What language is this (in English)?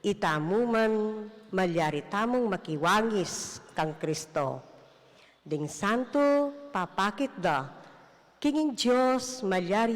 Pampanga